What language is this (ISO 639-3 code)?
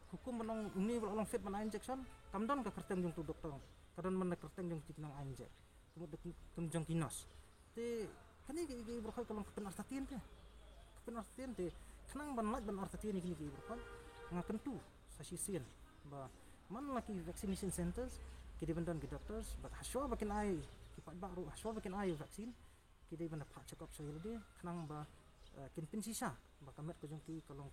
kha